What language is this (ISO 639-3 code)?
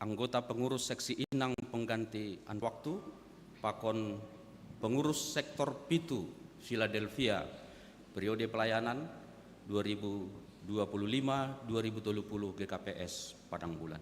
bts